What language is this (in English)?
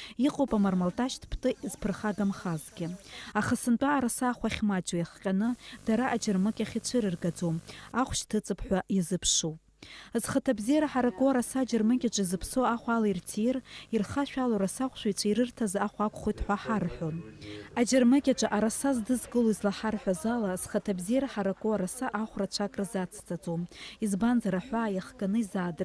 Abkhazian